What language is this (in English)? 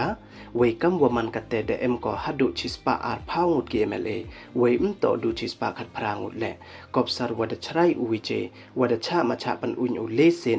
Pnar